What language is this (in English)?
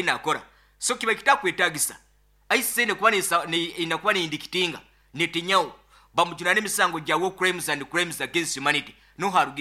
Nyoro